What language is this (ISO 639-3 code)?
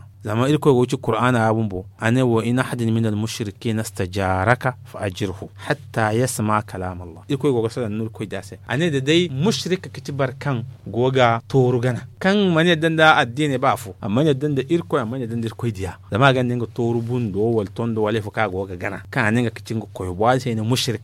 dje